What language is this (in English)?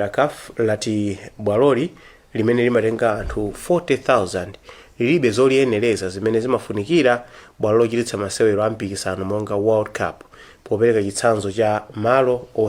Nyanja